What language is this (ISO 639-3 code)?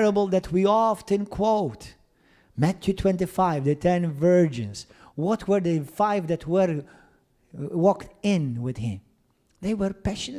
eng